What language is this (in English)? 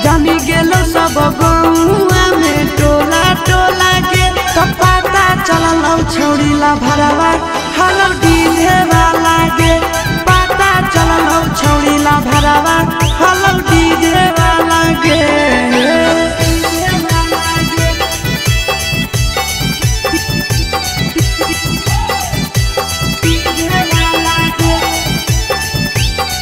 Magahi